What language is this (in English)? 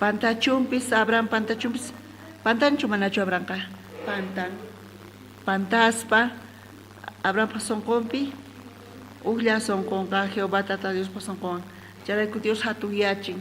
South Bolivian Quechua